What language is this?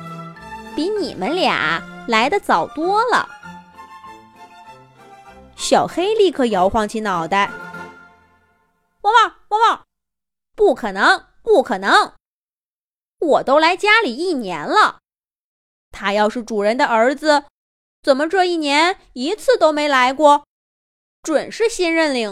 Chinese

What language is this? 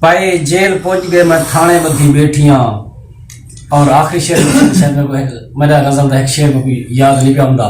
Saraiki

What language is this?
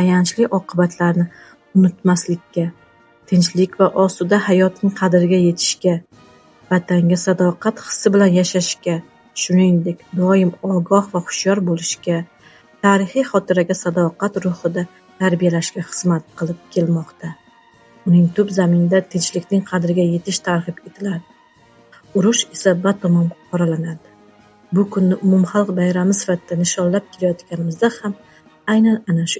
Uzbek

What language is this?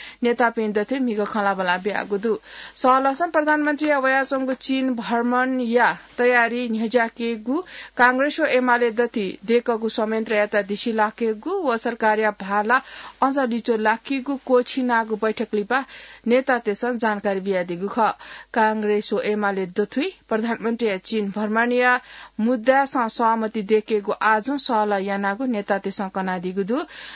Newari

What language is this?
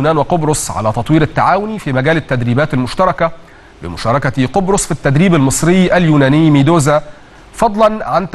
Arabic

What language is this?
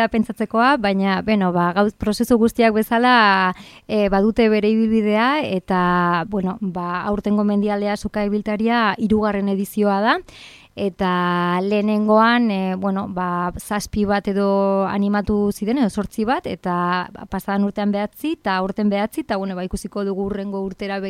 Basque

